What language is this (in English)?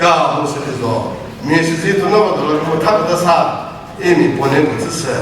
Chokri Naga